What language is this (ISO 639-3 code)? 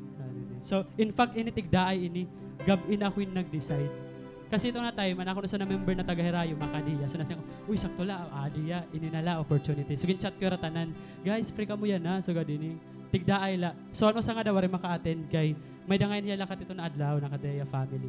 war